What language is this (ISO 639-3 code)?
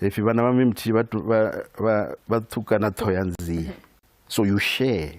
ven